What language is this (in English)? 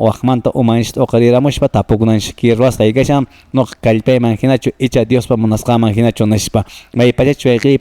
Quechua